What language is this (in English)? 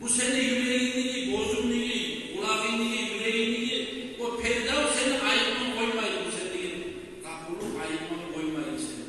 Kumyk